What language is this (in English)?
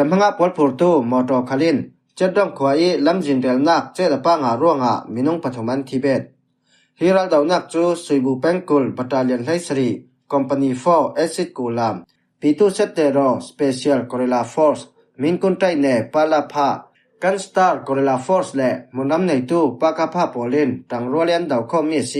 Falam Chin